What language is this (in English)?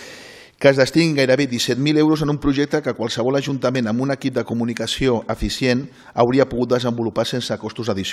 Catalan